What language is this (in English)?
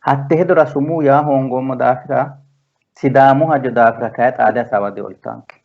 Sidamo